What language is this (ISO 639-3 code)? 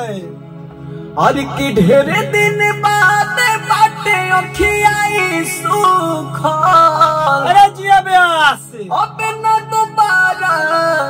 bho